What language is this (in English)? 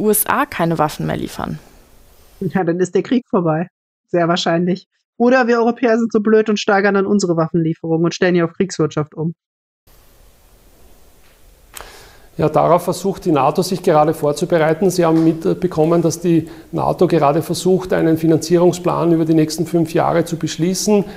German